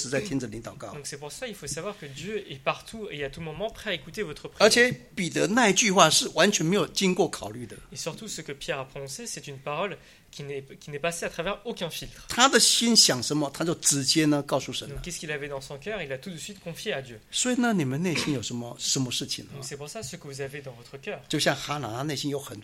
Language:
Chinese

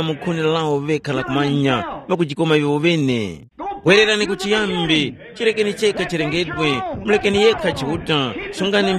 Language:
Tumbuka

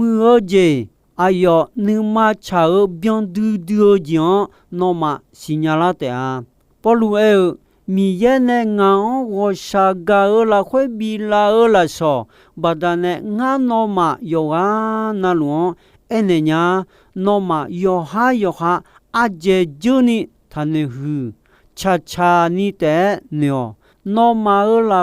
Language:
Akha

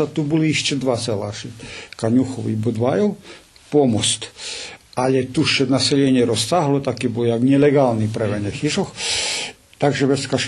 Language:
Rusyn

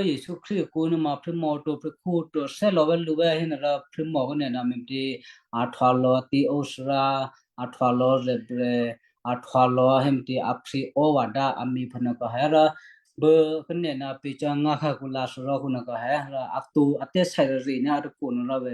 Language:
Western Kayah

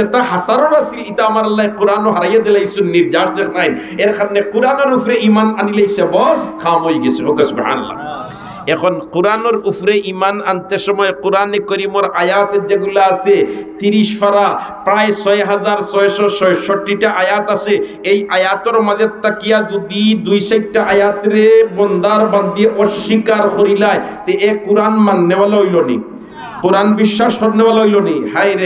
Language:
Sylheti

